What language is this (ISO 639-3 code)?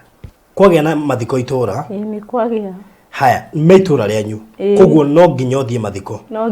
kik